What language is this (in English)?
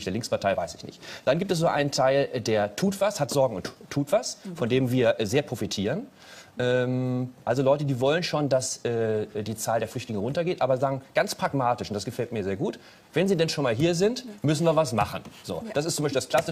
German